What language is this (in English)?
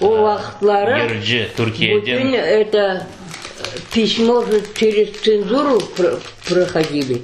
Crimean Tatar